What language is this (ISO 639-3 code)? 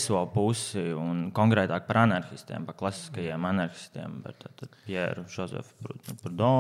lav